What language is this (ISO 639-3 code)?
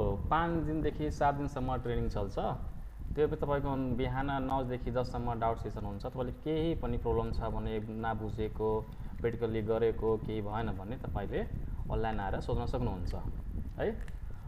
nep